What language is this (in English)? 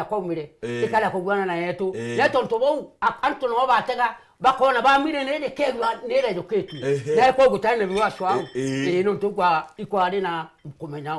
Meru